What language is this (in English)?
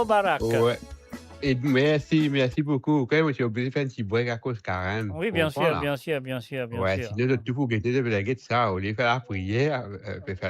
Morisyen